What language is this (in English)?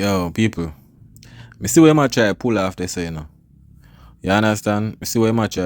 Jamaican Creole English